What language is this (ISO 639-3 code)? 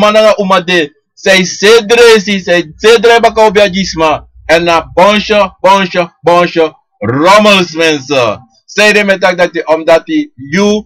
srn